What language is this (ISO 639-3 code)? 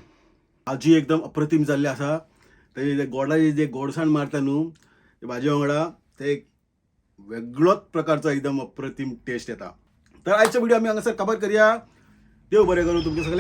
kok